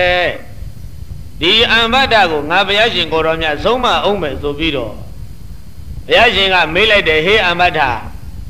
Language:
Burmese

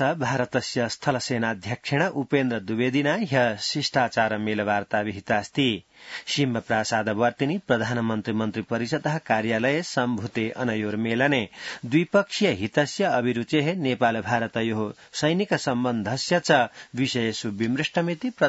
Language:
Sanskrit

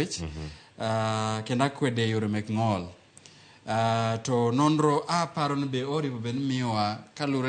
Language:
Luo (Kenya and Tanzania)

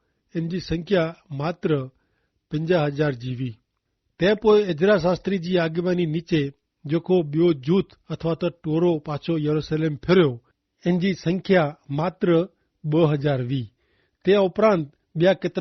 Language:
Kachhi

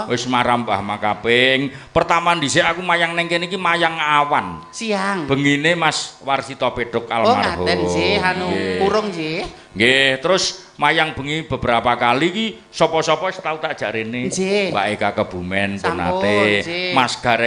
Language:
Javanese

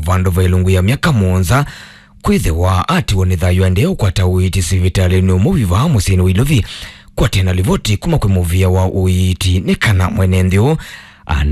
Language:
Kamba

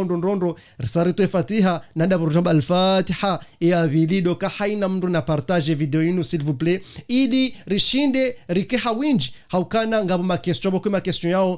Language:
Ngazidja Comorian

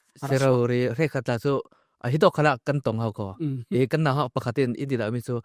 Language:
Falam Chin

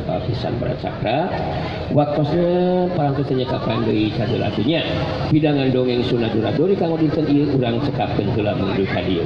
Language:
Sundanese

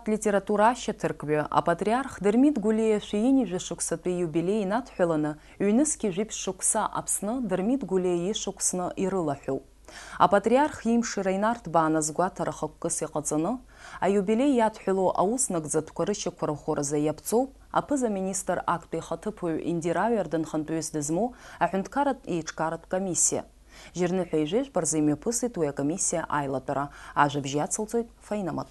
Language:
Abkhazian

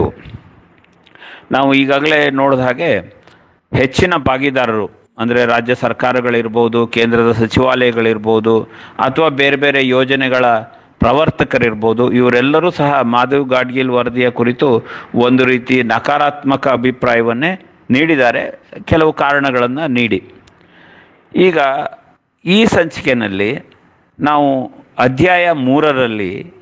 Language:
Kannada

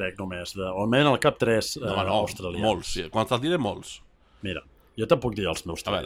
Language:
Catalan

